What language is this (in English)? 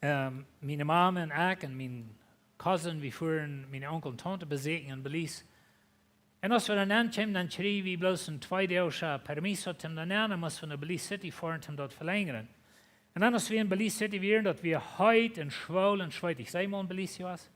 Plautdietsch